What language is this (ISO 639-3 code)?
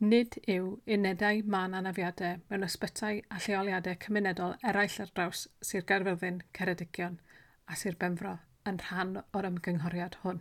cym